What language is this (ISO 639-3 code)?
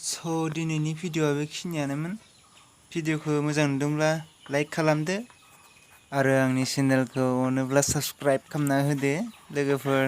brx